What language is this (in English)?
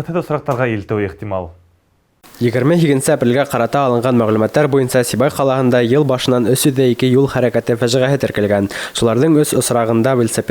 Bashkir